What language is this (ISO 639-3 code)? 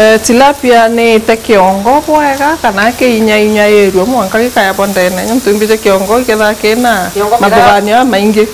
mer